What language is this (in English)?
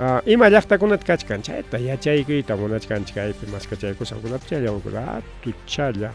Ayacucho Quechua